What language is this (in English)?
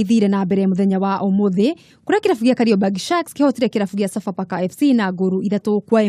Kikuyu